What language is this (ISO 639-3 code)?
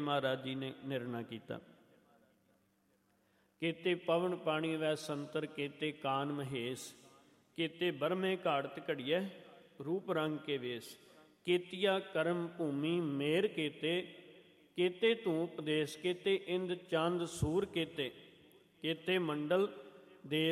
pan